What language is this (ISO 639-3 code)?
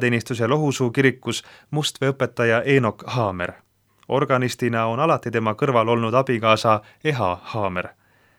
est